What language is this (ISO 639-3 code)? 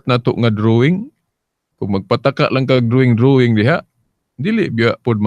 ceb